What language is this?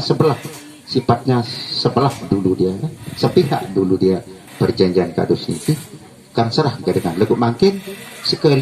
Sasak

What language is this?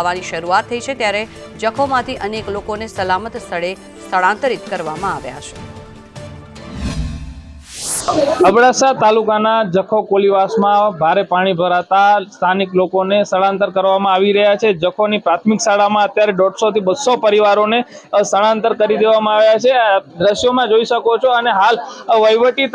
Gujarati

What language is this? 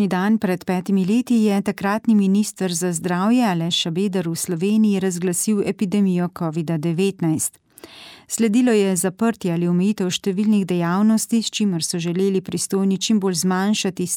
Slovenian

